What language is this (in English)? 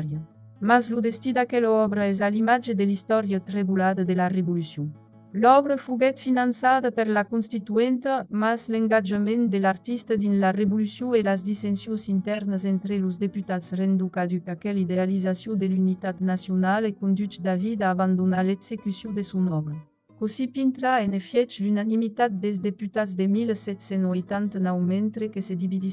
Occitan